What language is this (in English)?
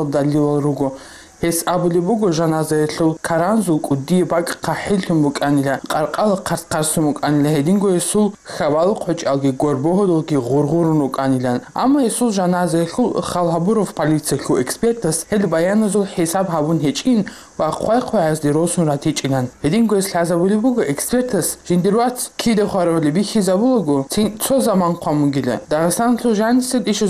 Avaric